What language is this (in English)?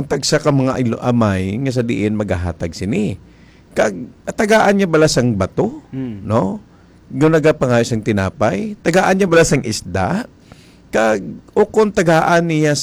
Hiligaynon